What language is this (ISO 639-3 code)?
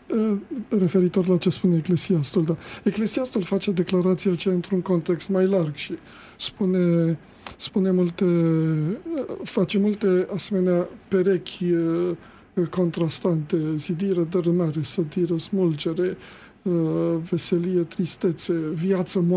ron